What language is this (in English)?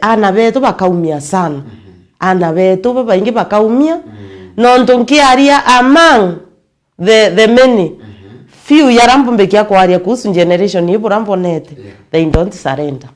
Meru